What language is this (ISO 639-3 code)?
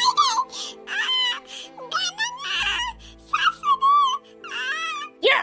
brx